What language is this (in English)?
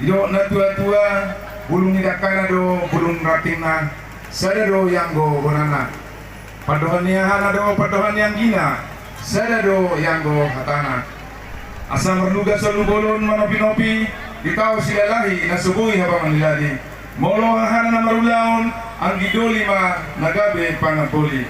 Batak Toba